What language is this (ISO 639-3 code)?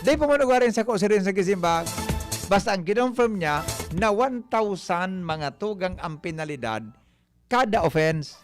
bik